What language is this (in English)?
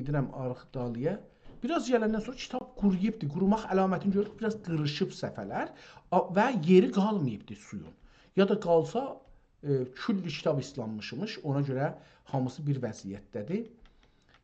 South Azerbaijani